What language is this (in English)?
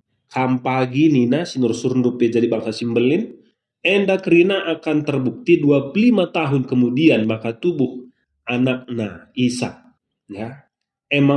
Batak Karo